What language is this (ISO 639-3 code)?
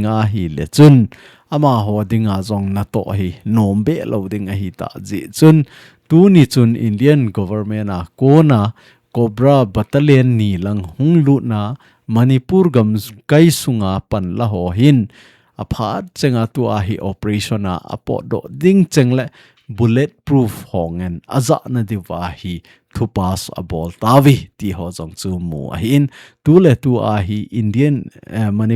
tcz